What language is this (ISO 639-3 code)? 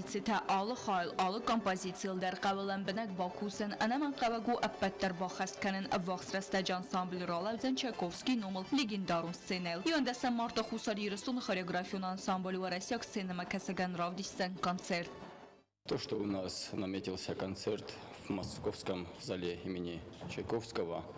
oss